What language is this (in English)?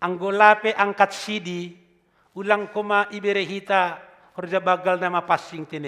Batak Simalungun